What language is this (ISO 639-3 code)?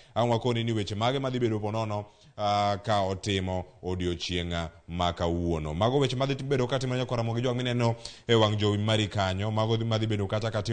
luo